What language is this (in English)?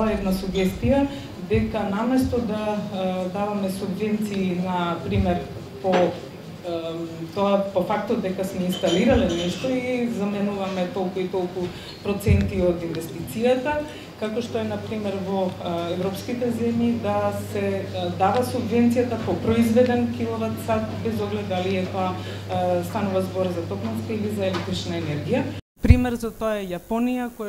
Macedonian